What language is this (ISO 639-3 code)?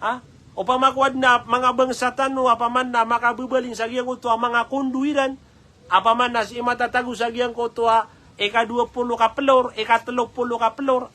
mrw